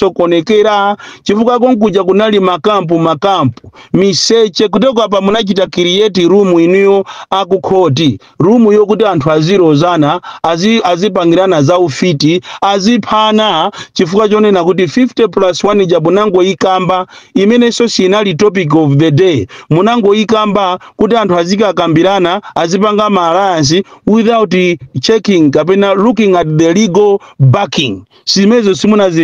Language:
Nyanja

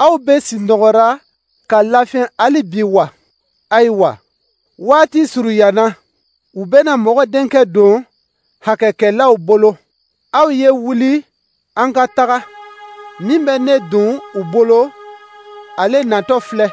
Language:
Dyula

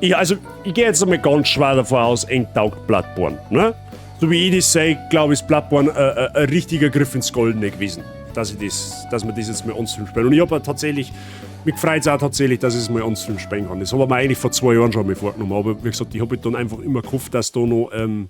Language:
Bavarian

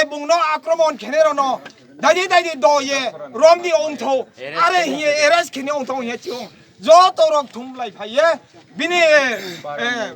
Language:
Riang (India)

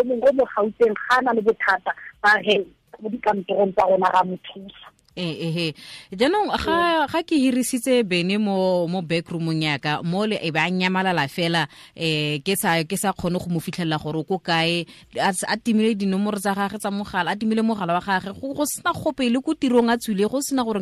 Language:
Tswana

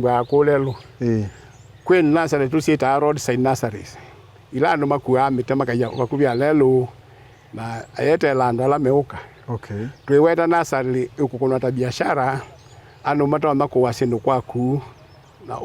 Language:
Kamba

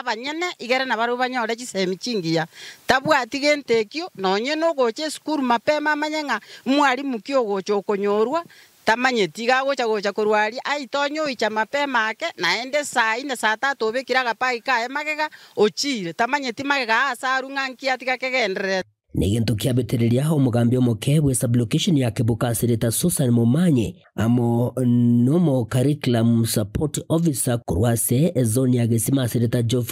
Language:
Gusii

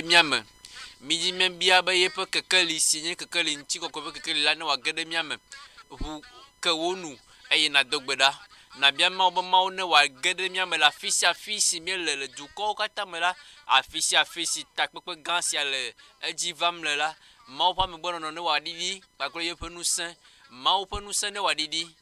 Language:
Ewe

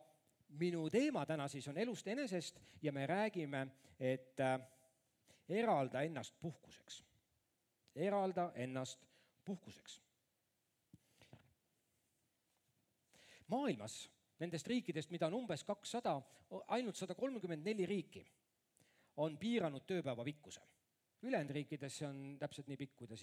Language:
Estonian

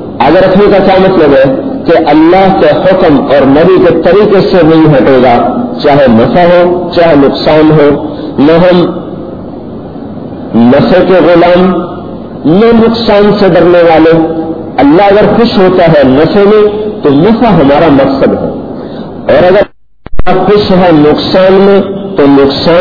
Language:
Urdu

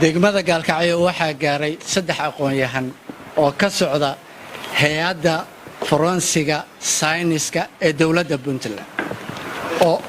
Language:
Somali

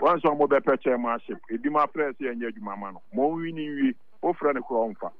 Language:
Akan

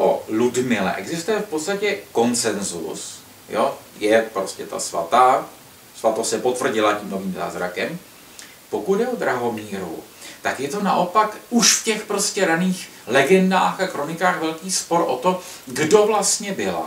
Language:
Czech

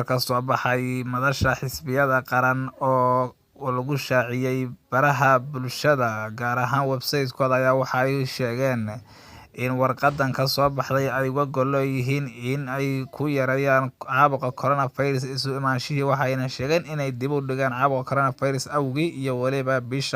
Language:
Somali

